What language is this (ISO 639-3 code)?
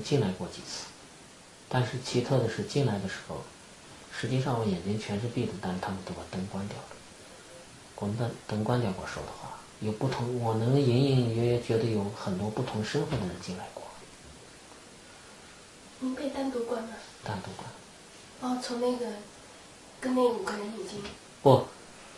zho